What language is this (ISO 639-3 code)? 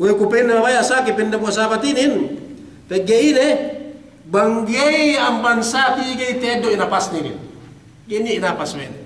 yka